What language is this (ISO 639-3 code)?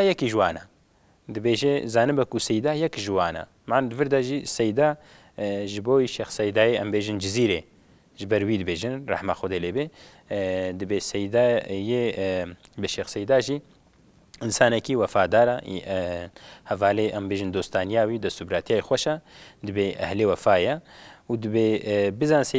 kur